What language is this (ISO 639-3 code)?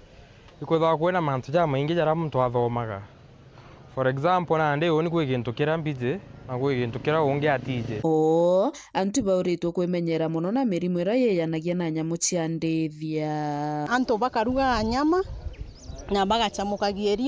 mer